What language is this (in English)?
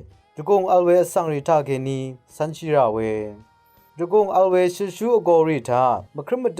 Rawang